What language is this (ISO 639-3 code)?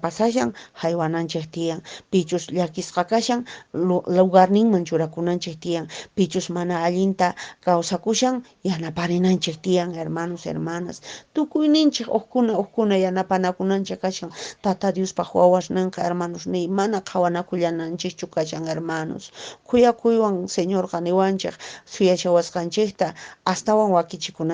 que